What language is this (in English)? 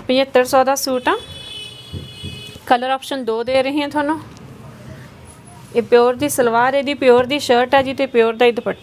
Punjabi